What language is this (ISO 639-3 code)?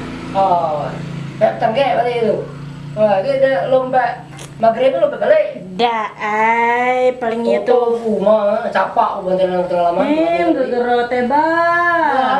mui